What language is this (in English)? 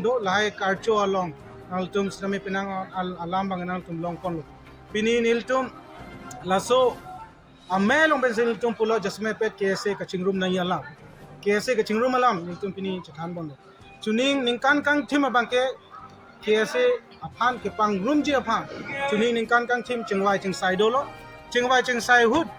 Karbi